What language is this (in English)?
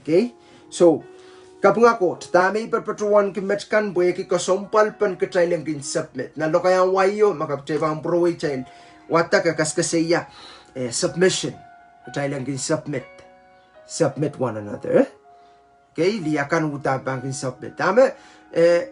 Pohnpeian